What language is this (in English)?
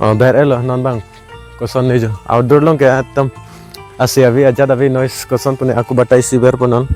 Karbi